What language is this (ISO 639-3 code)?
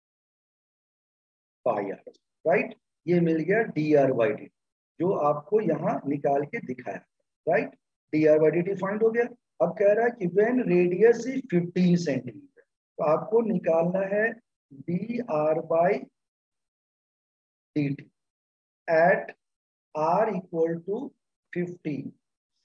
hin